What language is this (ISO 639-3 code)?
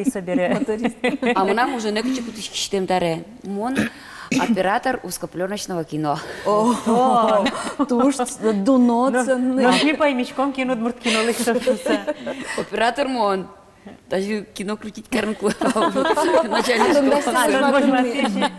udm